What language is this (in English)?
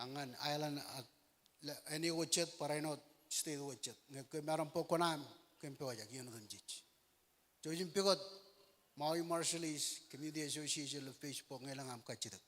Marshallese